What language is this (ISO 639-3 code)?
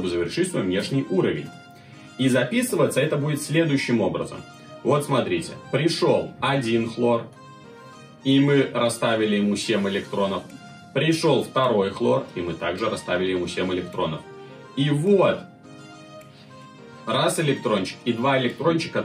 rus